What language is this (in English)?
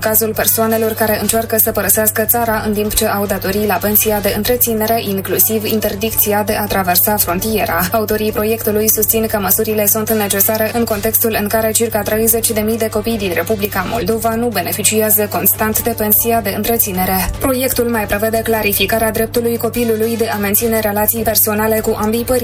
Romanian